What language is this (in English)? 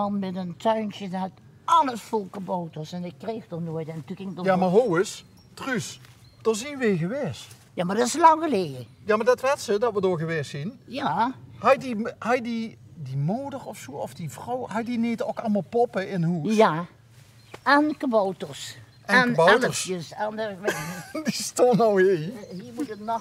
Limburgish